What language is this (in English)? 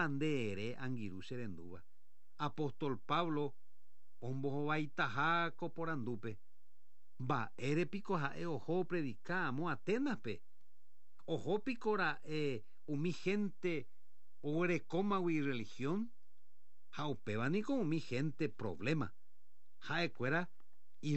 Guarani